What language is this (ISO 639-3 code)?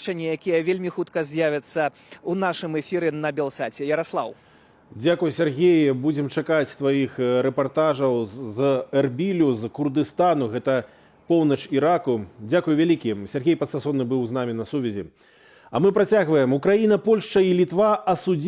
bel